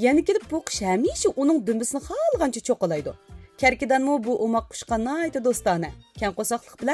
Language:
Uyghur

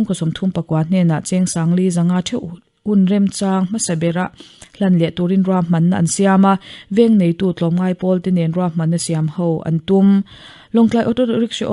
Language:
Mizo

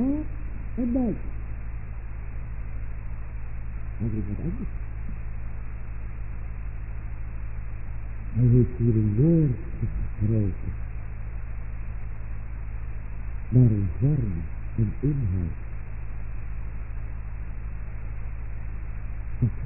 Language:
Dutch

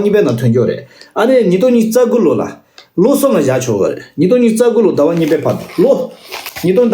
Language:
Tibetan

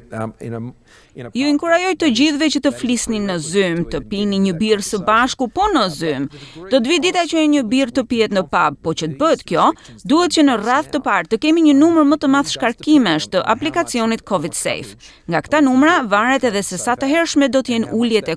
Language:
Albanian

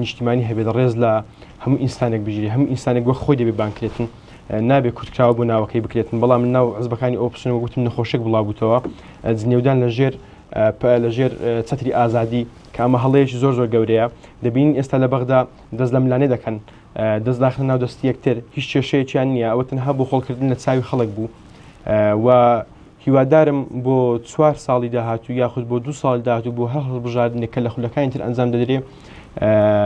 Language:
Central Kurdish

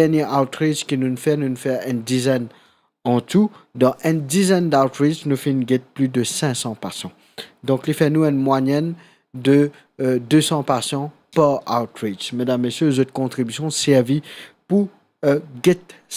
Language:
Morisyen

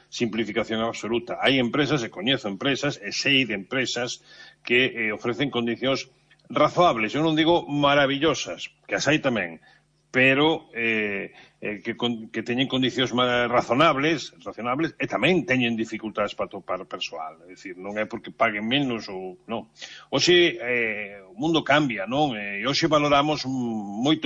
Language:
Galician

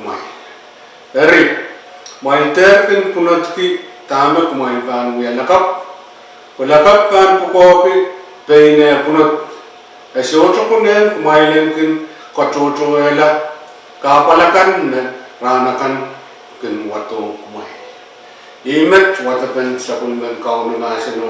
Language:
Pohnpeian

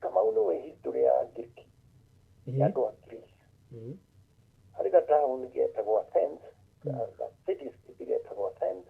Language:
Kikuyu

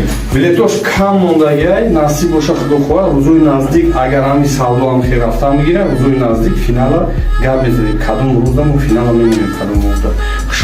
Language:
Tajik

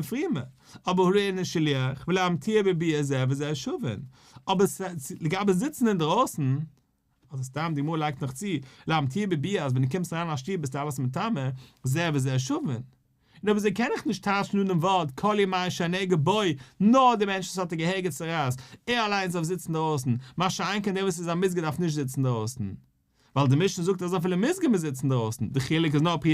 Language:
Yiddish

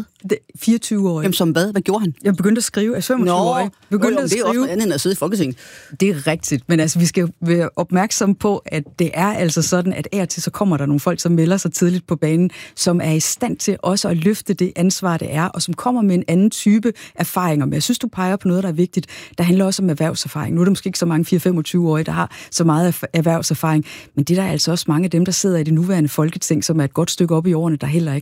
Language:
Danish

